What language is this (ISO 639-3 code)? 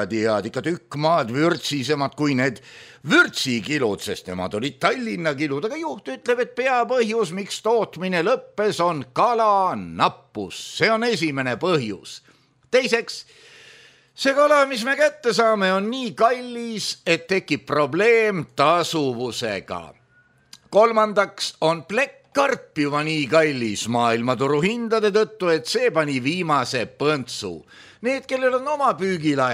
est